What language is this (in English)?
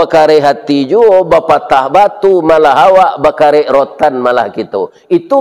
Minangkabau